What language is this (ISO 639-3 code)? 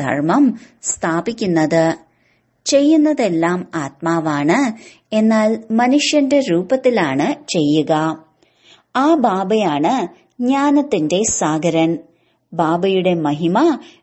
mal